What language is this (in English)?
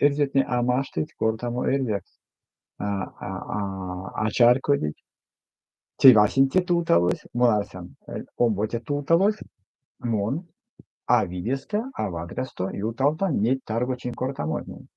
Erzya